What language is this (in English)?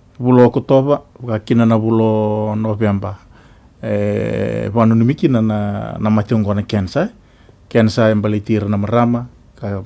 Fijian